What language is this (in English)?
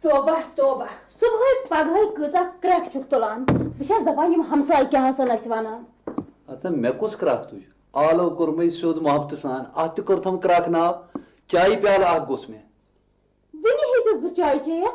Kashmiri